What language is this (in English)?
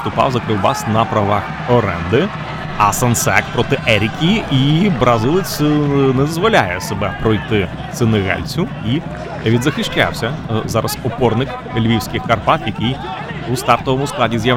Ukrainian